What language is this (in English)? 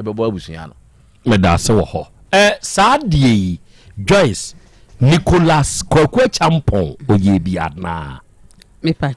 Akan